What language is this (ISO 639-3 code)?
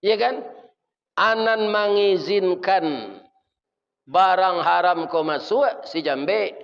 min